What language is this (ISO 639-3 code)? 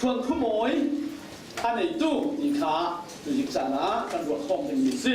cfm